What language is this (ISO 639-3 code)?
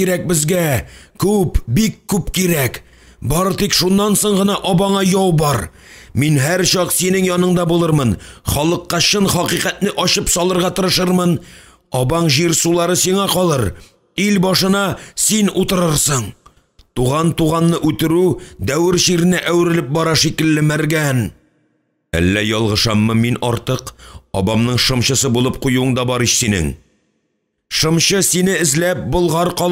tat